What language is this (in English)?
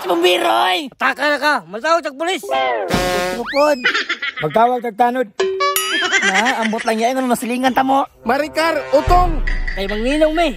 Cebuano